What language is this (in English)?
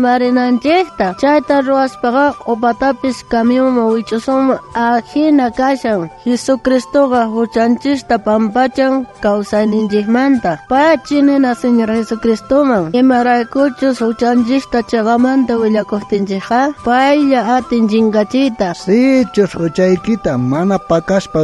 South Bolivian Quechua